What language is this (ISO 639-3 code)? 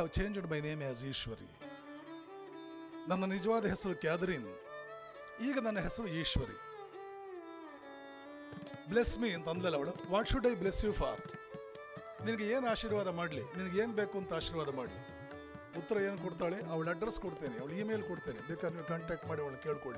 kan